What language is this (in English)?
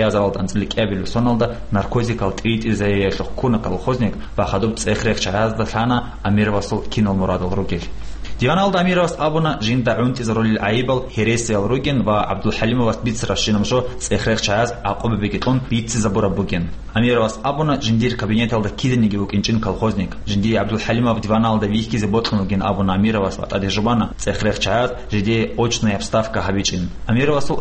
Avaric